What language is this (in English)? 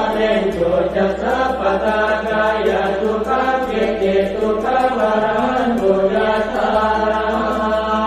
Pali